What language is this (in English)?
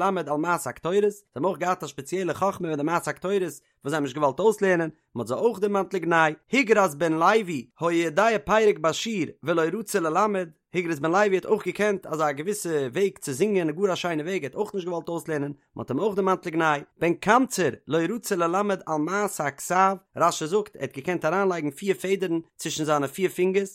Yiddish